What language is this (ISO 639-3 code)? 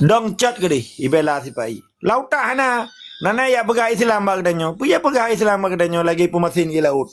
ace